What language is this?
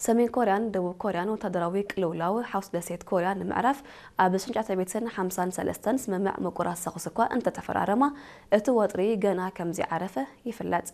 Tigrinya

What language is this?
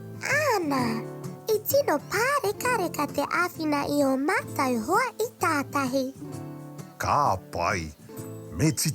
Māori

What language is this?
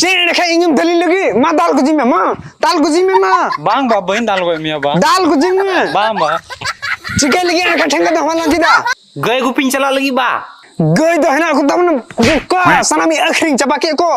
Santali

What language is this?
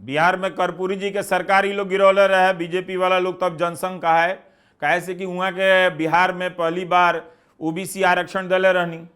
Bhojpuri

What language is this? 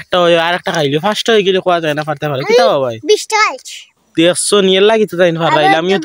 Sylheti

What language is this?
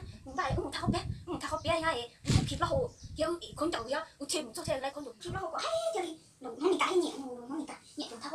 Hmong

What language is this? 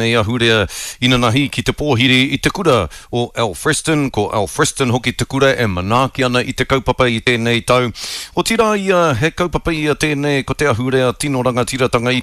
Māori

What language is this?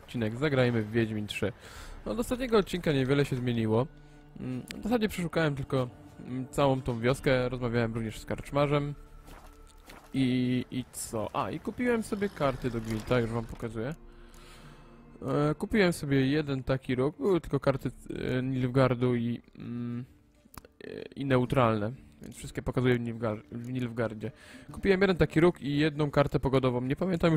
Polish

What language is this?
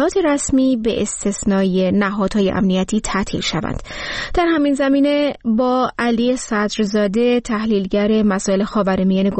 Persian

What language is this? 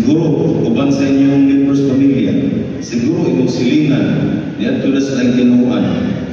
Cebuano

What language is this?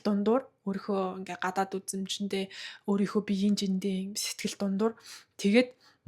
Mongolian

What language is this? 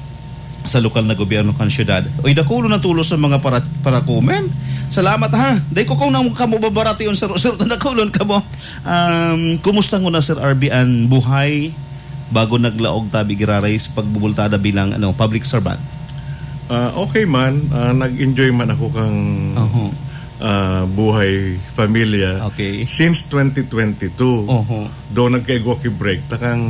Bikol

